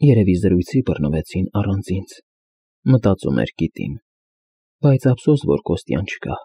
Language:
Armenian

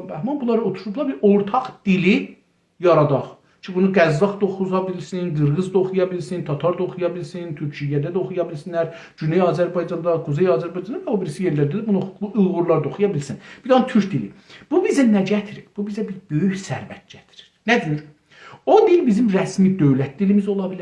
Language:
South Azerbaijani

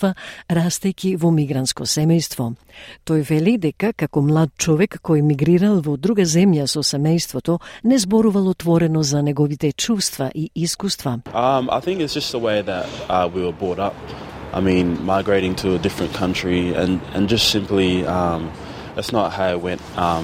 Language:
Macedonian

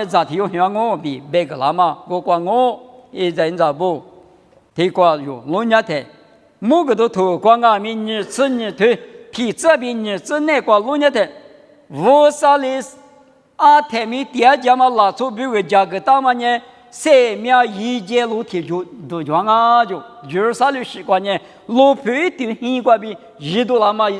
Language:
Lisu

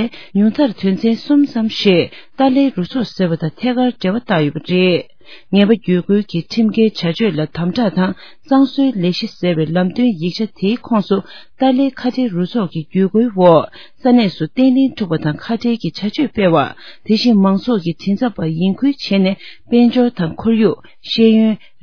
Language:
Tibetan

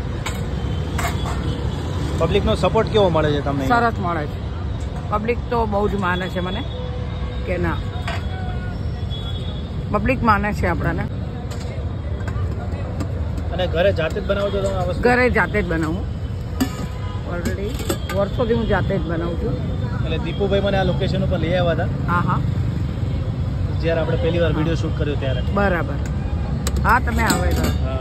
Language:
Gujarati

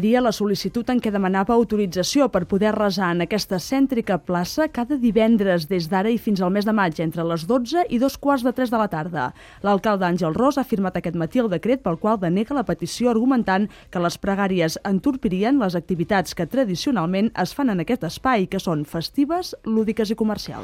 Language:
Catalan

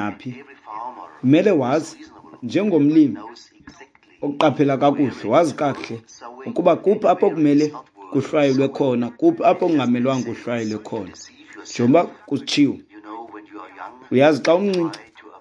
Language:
Xhosa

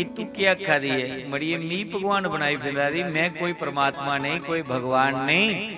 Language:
Dogri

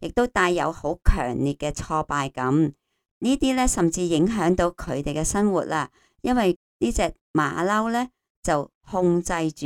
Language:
Cantonese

